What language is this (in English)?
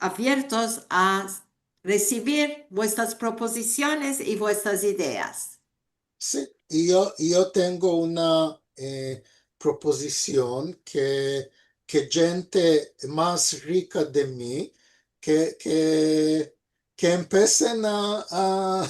Ladino